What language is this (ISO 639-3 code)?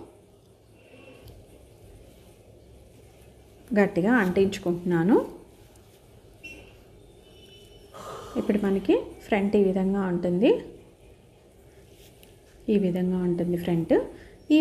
tel